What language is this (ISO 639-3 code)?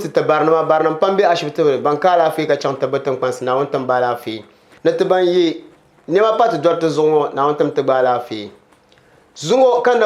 dag